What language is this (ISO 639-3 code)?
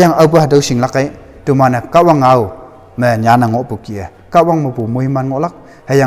nbe